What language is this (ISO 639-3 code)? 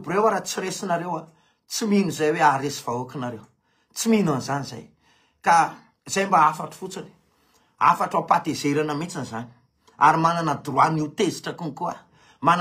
mlg